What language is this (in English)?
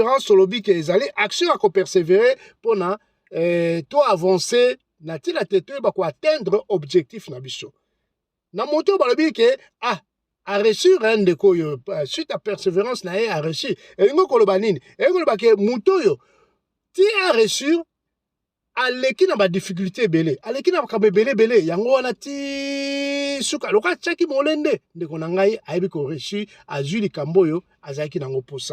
Lingala